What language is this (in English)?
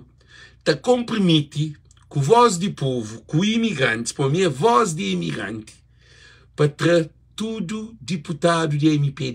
Kabuverdianu